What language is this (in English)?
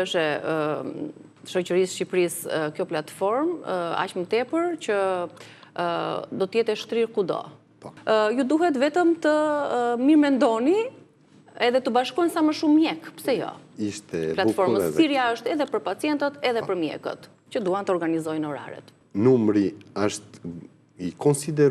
Albanian